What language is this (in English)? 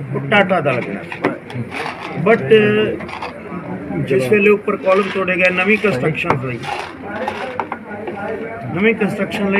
Punjabi